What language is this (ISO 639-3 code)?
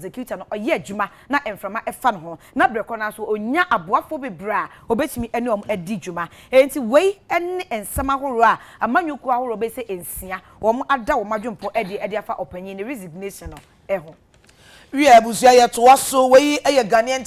aka